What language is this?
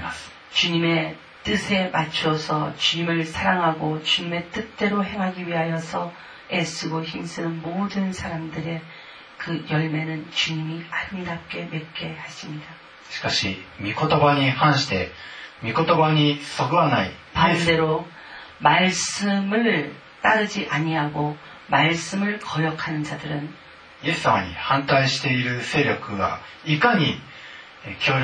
Korean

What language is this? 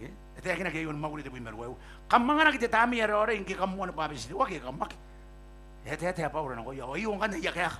Gilbertese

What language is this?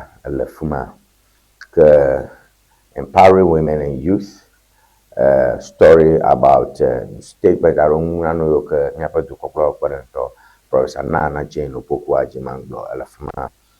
Ewe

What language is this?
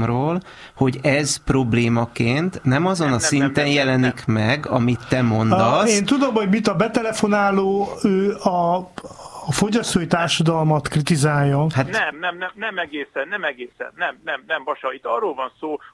Hungarian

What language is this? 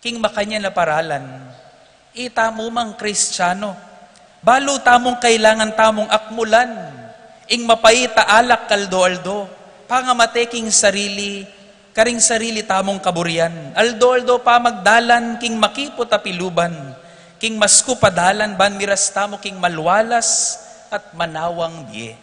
Pampanga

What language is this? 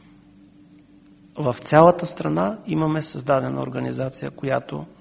Bulgarian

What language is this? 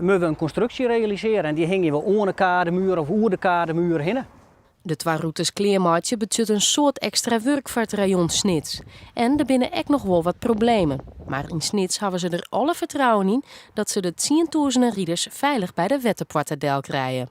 Western Frisian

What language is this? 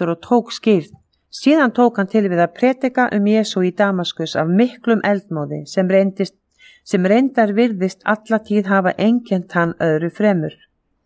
Icelandic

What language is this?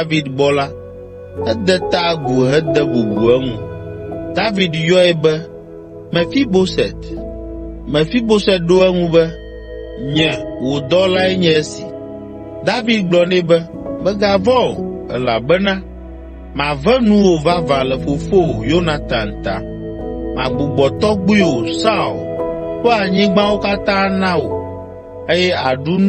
Ewe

